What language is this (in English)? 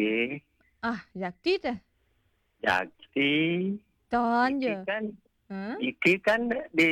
Balinese